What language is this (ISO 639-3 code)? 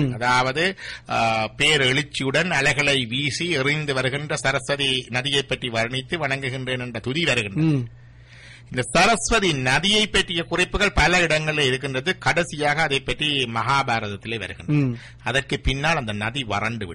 tam